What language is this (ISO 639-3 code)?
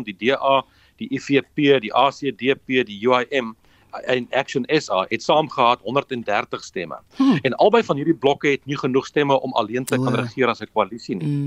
afr